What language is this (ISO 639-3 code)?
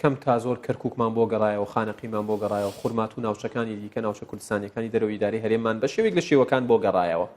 ckb